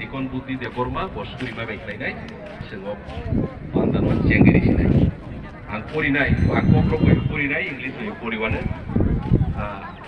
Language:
Kok Borok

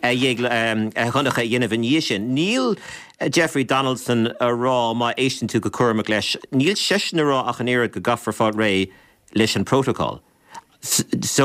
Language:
Irish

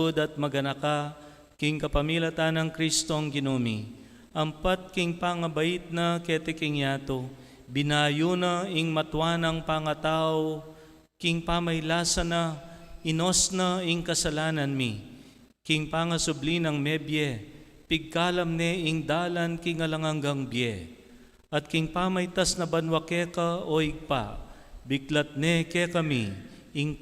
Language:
Pampanga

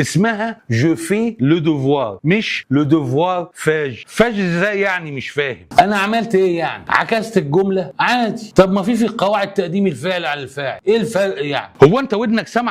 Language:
Egyptian Arabic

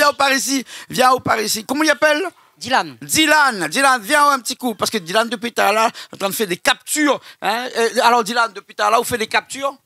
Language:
Réunion Creole French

